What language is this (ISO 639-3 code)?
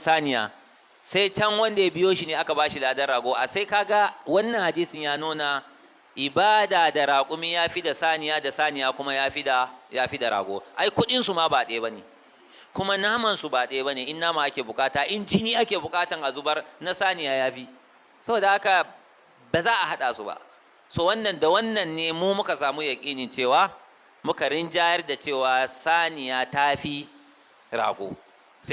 hau